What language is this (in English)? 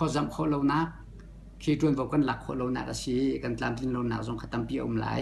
Hakha Chin